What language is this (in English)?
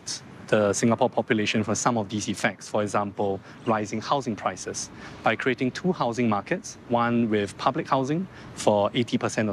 English